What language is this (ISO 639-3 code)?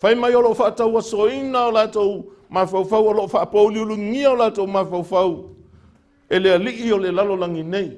smo